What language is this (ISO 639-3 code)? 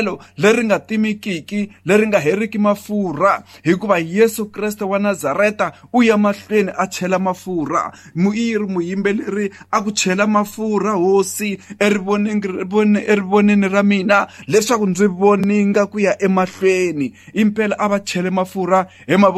tso